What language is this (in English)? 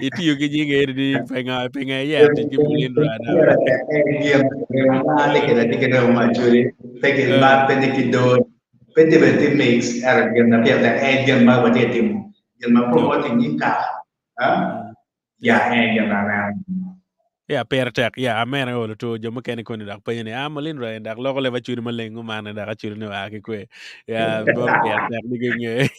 Acoli